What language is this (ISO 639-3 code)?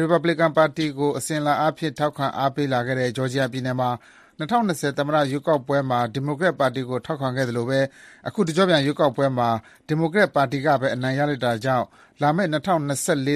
mya